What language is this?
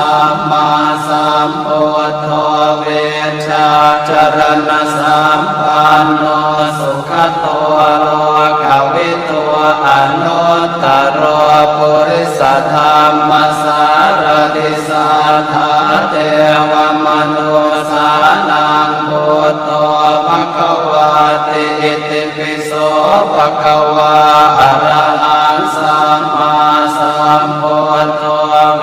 Pali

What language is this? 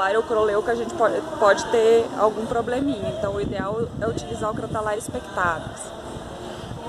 Portuguese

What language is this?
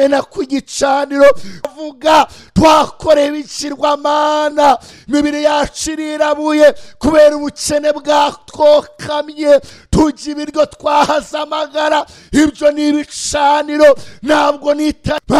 Kinyarwanda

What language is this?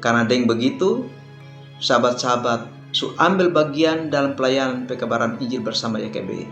Kupang Malay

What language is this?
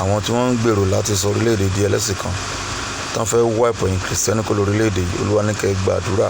Yoruba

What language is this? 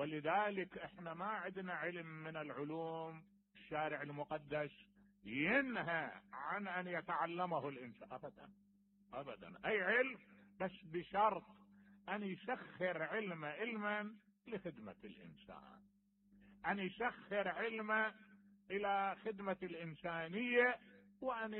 Mesopotamian Arabic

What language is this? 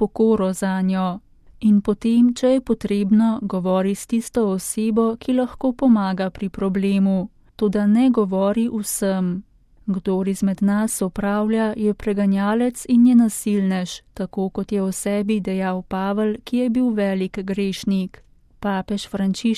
Slovenian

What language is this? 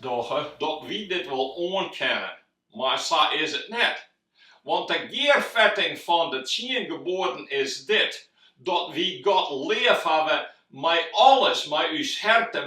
Western Frisian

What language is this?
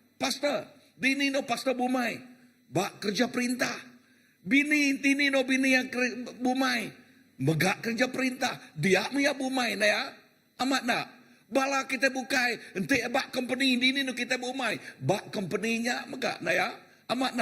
Iban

